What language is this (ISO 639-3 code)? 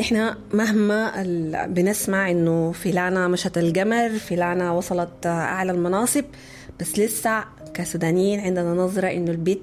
apd